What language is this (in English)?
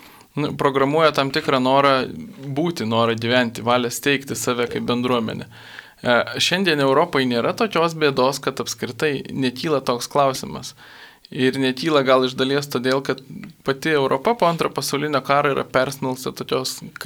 Lithuanian